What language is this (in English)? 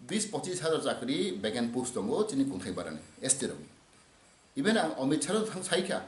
Kok Borok